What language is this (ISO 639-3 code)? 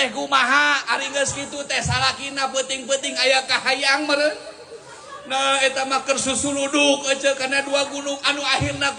sun